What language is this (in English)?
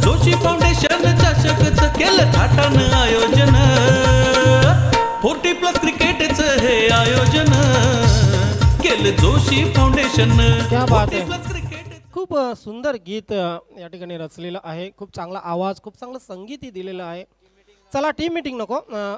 Marathi